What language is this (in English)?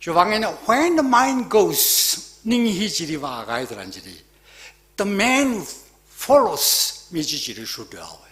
Tangkhul Naga (India)